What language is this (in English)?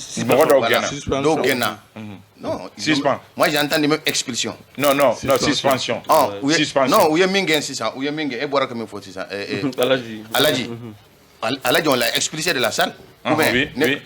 Bambara